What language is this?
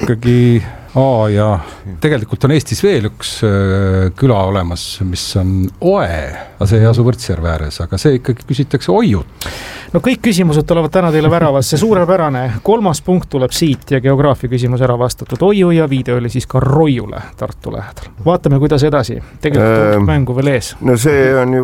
Estonian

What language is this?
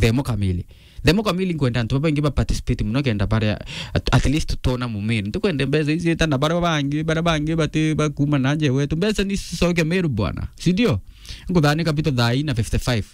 Meru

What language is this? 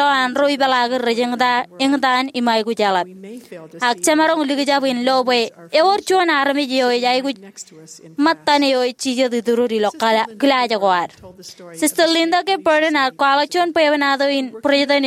Marshallese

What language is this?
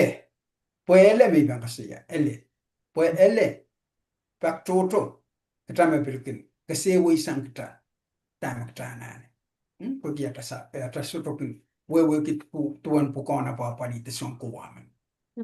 Pohnpeian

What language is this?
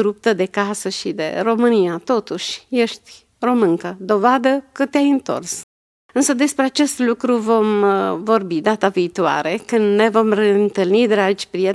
Romanian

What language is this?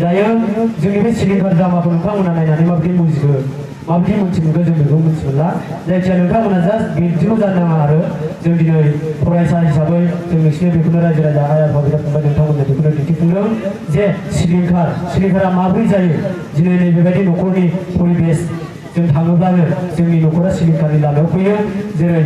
Bodo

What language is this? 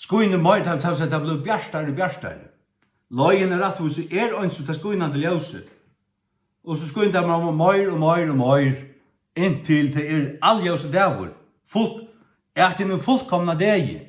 Faroese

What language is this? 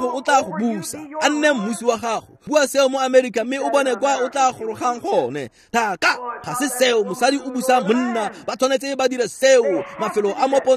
Tswana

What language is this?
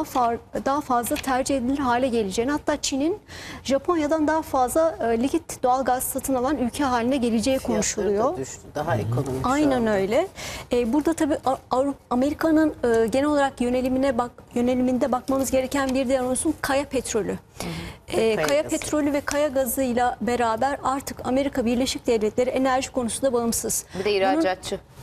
Turkish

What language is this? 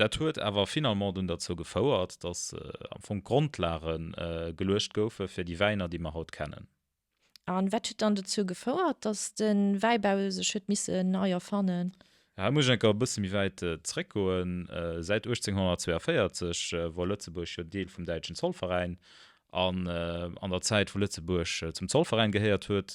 Luxembourgish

